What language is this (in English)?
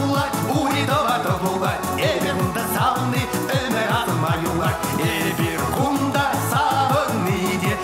Chuvash